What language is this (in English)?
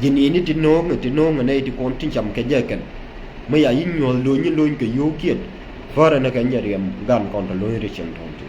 Nuer